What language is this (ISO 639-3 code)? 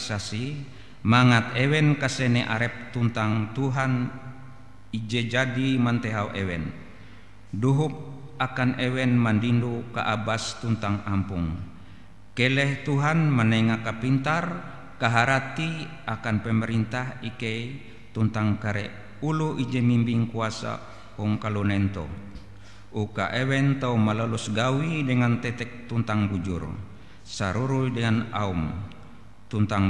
nij